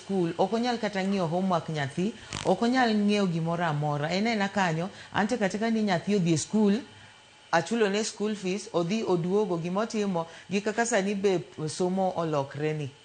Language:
Luo (Kenya and Tanzania)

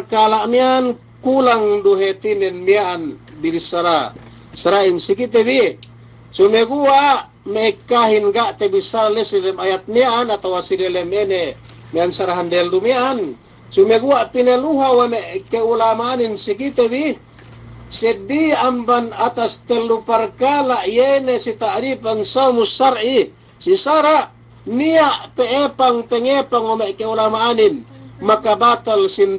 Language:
Yakan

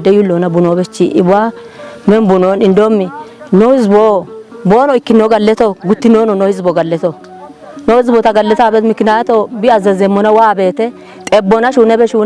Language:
Kafa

